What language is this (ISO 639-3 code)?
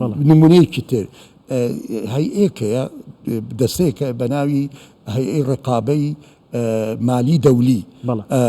ckb